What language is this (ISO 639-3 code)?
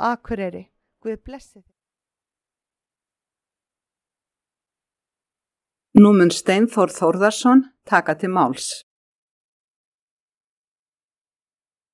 isl